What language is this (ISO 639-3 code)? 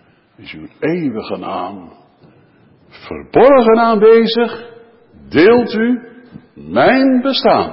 nld